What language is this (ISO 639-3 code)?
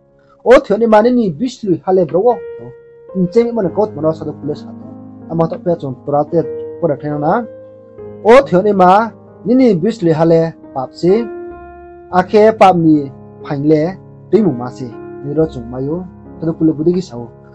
ria